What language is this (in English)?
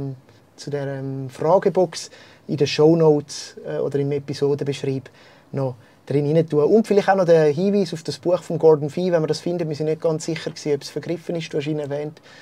Swiss German